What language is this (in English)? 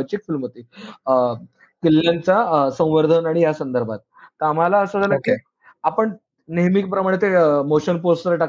Marathi